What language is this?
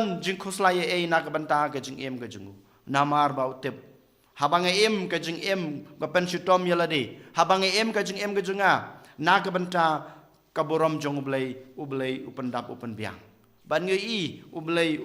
Khasi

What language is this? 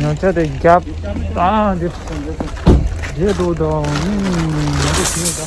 Tibetan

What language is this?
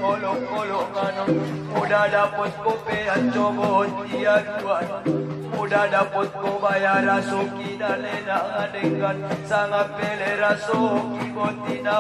Batak Angkola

